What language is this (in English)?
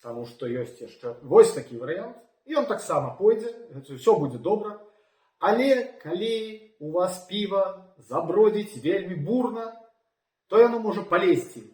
Belarusian